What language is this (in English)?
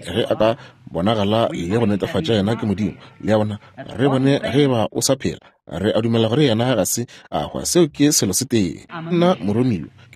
Northern Sotho